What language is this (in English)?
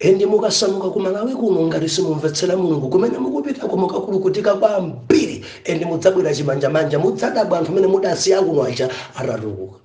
Nyanja